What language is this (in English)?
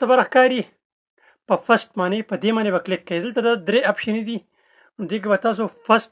Pashto